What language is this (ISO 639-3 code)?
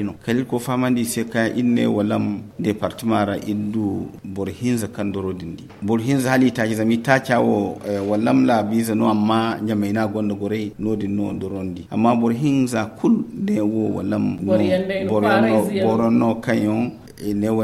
dje